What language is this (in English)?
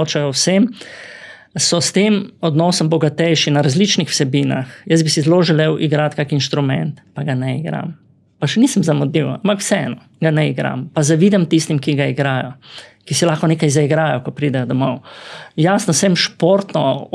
Slovenian